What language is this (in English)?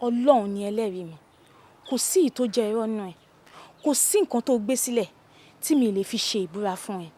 Yoruba